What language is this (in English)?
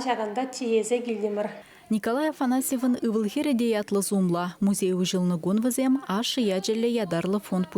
Chuvash